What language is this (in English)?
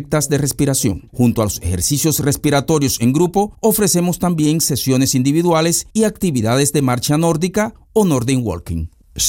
Spanish